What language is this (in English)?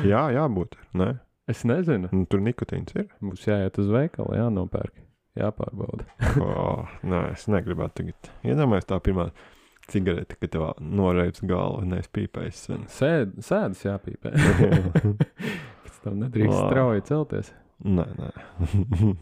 Latvian